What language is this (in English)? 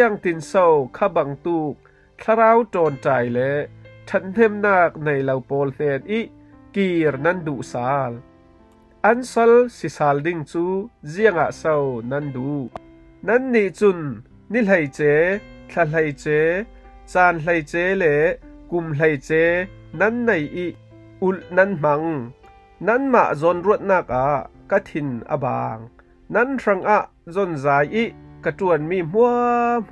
Falam Chin